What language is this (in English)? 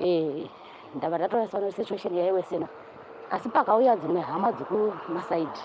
Shona